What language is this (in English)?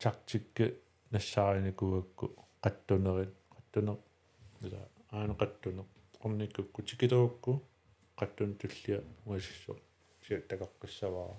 Kalaallisut